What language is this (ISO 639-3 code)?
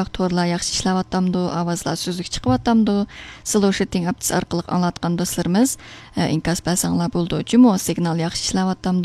uig